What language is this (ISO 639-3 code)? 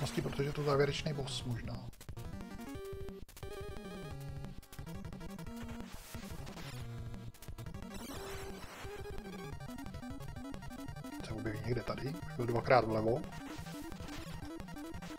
ces